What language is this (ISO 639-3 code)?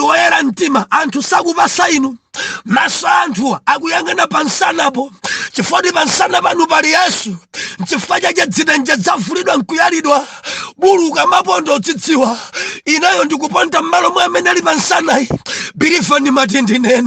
nya